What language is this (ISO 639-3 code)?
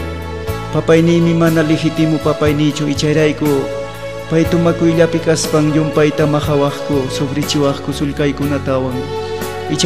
quy